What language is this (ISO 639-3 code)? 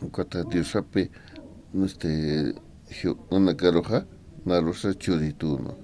aym